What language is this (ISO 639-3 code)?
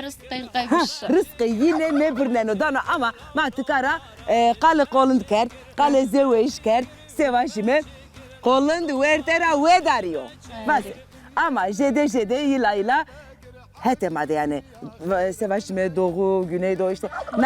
zza